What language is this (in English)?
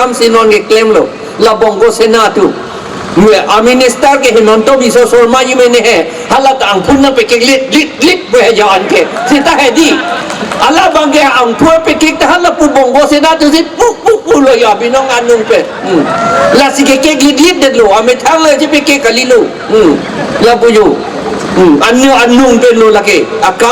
Karbi